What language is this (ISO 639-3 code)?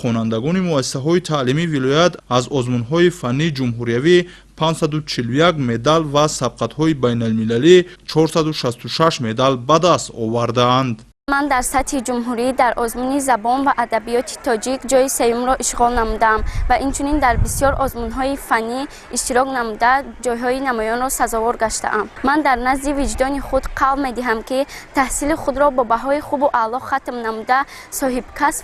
tgk